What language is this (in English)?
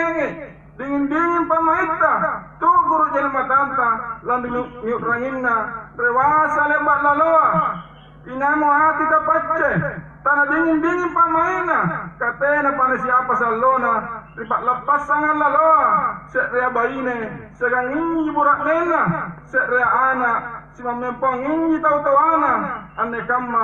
Makasar